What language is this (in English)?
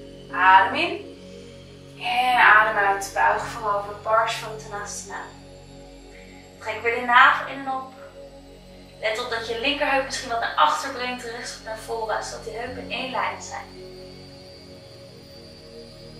Dutch